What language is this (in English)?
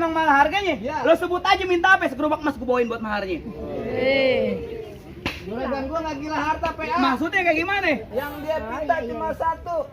Betawi